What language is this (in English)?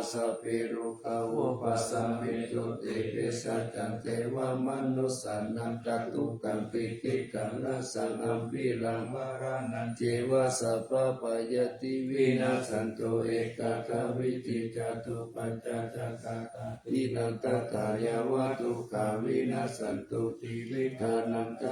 Pali